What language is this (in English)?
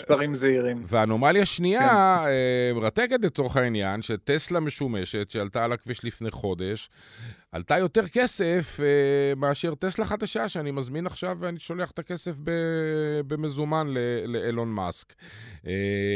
Hebrew